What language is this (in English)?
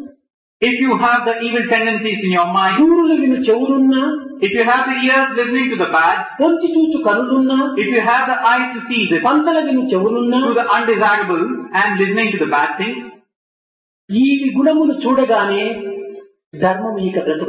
Telugu